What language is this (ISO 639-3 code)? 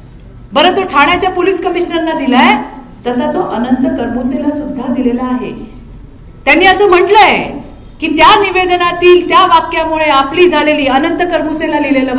mar